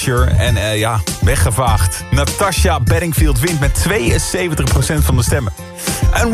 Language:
Dutch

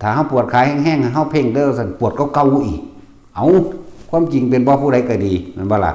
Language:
Lao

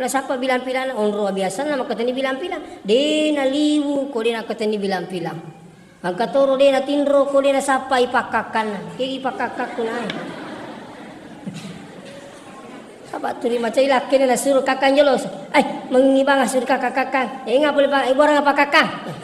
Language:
Buginese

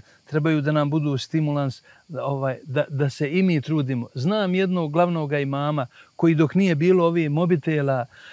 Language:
Bosnian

